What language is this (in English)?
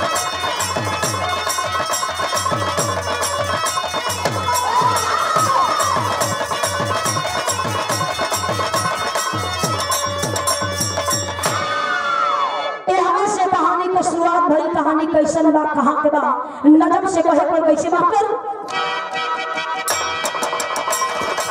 Bhojpuri